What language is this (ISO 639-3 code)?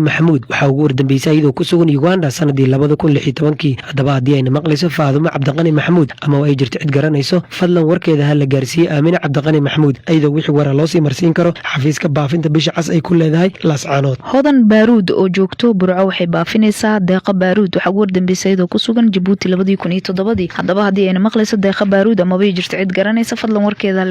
som